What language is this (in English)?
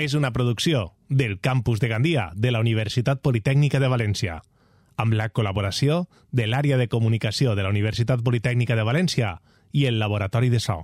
Catalan